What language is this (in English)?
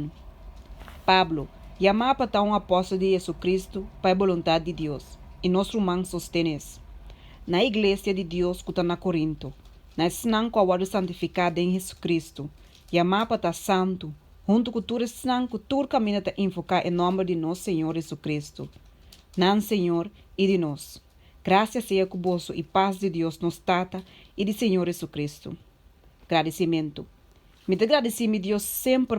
Papiamento